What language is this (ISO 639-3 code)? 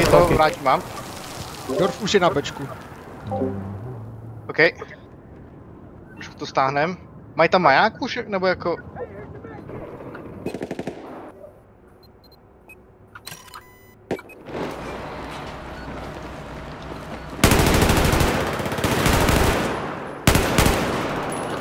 ces